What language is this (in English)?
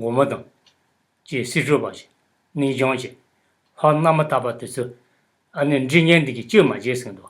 Tibetan